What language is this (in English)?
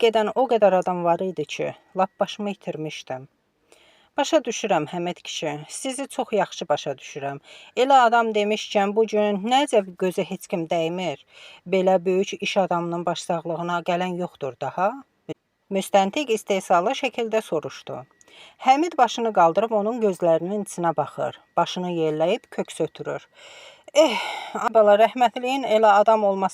Azerbaijani